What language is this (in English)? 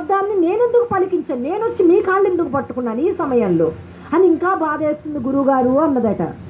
Telugu